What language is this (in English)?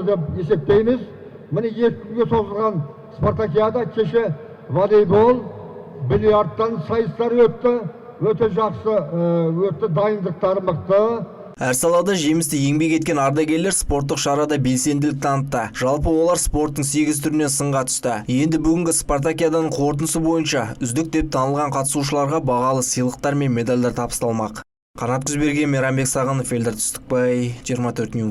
Kazakh